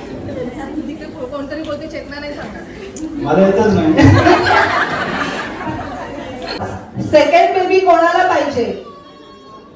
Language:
Marathi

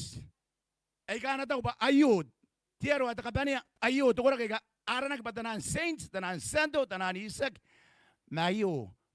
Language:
Gilbertese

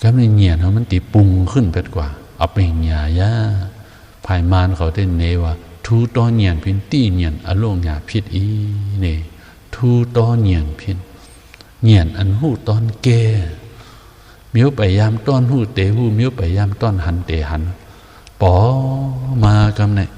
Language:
Shan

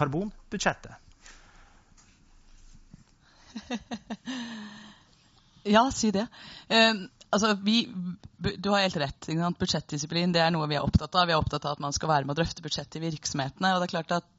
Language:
Norwegian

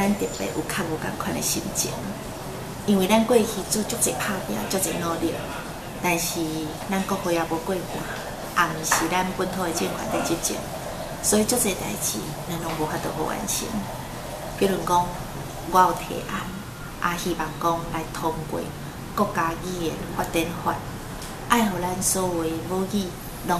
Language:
Min Nan Chinese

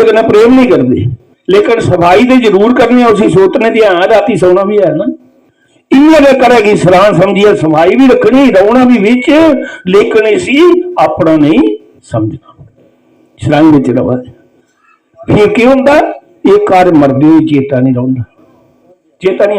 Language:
Dogri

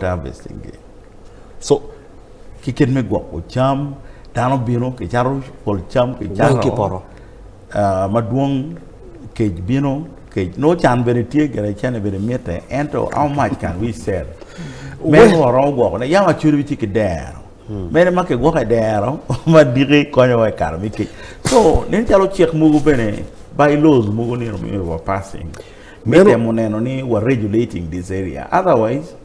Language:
Acoli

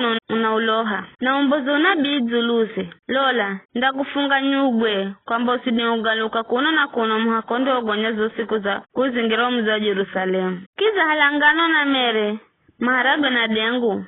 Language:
Giryama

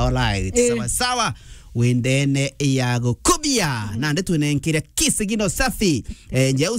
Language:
Meru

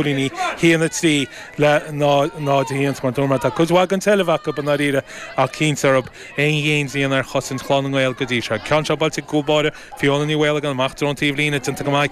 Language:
Irish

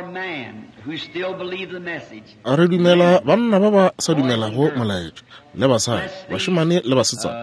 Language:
Northern Sotho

